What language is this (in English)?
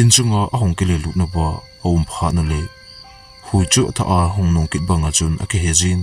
Thado Chin